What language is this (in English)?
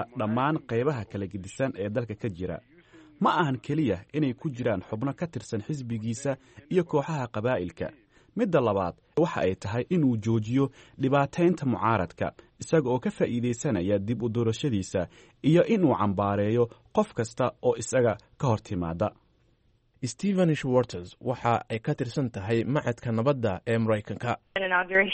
Somali